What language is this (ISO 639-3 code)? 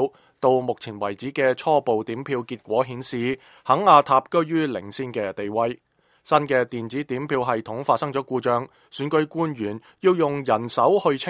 yue